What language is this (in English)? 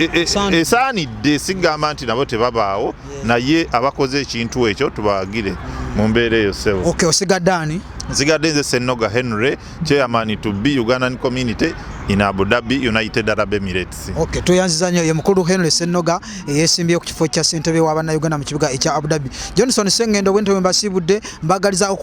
Ganda